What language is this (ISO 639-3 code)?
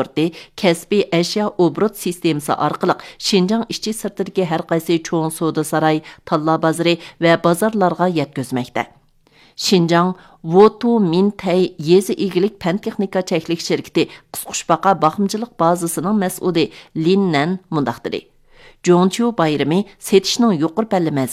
uig